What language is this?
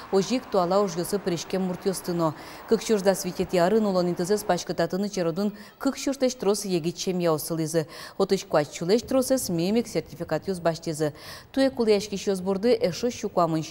Udmurt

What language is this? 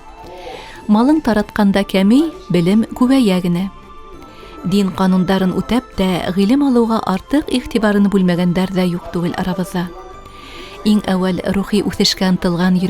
Bashkir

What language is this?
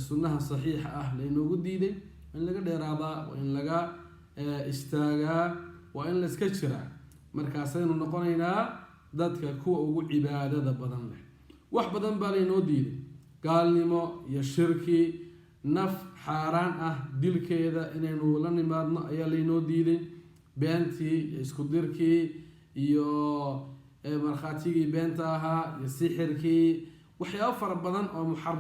Somali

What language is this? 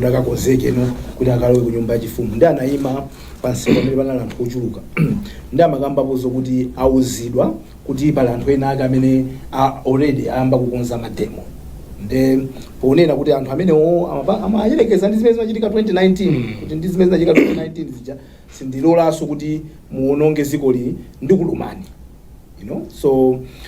Nyanja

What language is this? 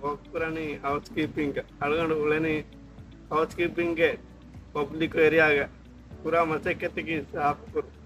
Divehi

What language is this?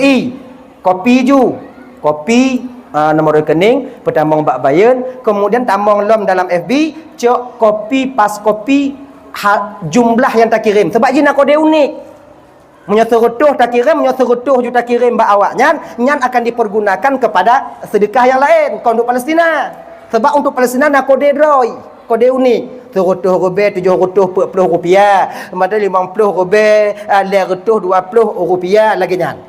Achinese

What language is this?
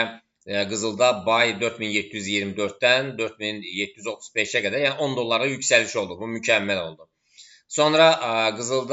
Azerbaijani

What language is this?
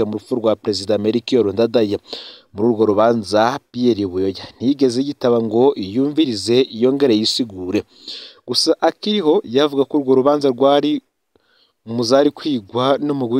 Rundi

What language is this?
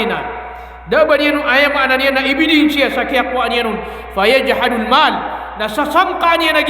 Maranao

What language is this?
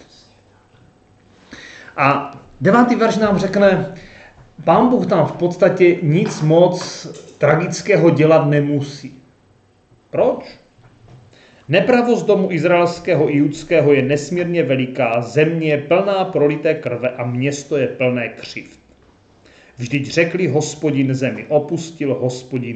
Czech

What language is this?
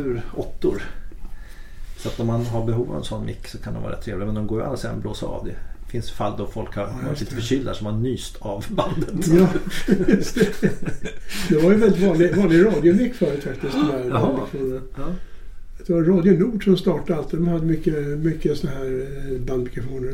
Swedish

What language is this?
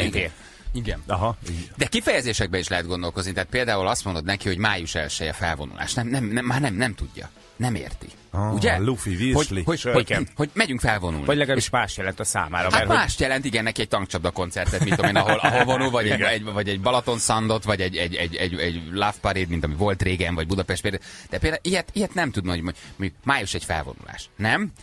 Hungarian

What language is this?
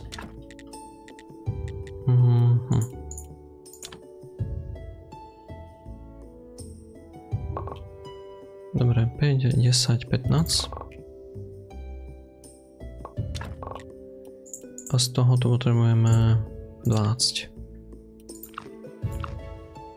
Slovak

